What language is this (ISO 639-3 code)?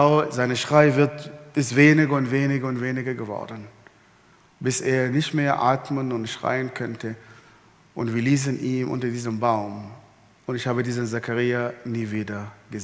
gsw